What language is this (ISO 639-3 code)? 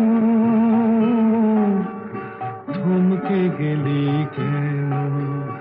ben